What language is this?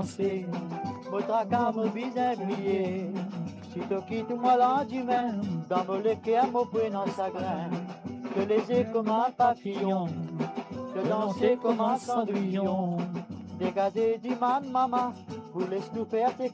Morisyen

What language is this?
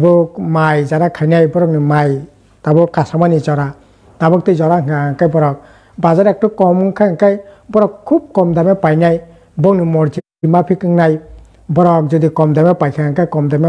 Kok Borok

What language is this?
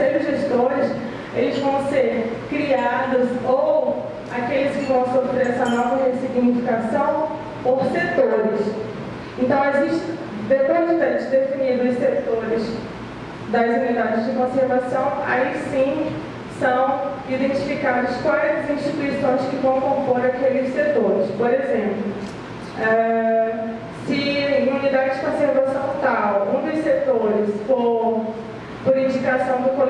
Portuguese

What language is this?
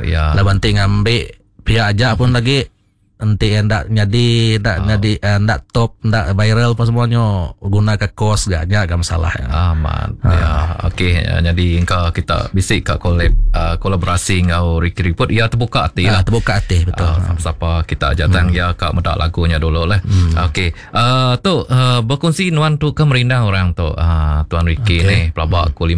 Iban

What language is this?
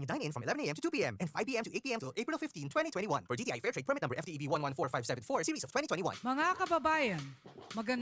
Bikol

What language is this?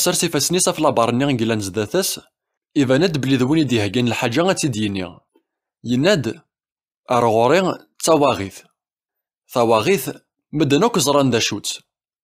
Kabyle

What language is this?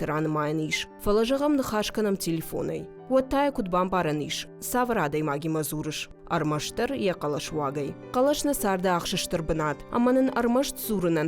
Ossetic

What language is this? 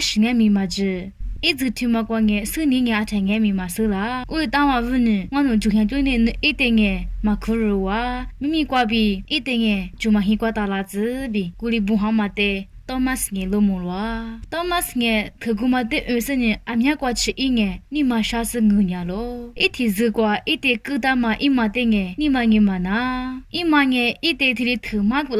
Lisu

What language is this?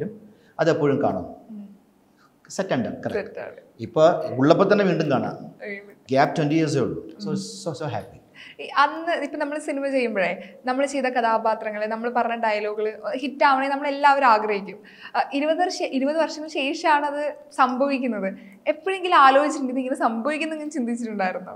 Malayalam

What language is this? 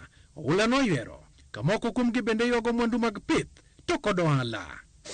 Luo (Kenya and Tanzania)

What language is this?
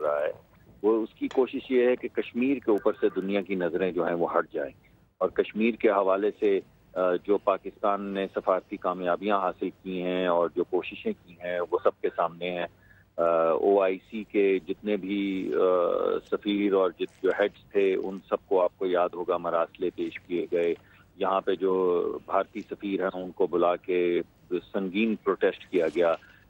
Urdu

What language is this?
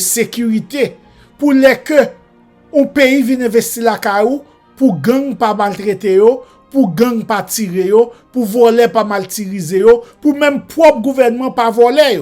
Haitian Creole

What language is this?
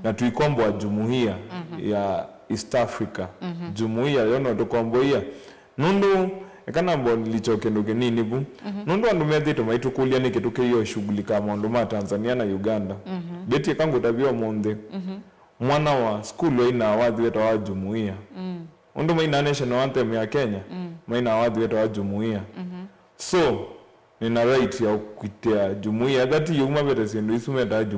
Kamba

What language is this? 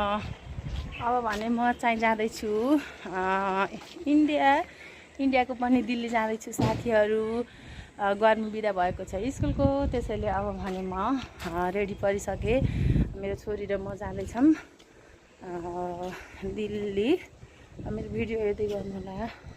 Nepali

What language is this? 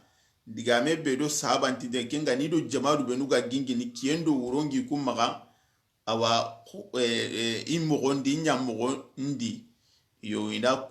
Soninke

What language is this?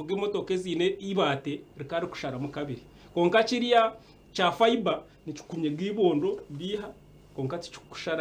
Nyankole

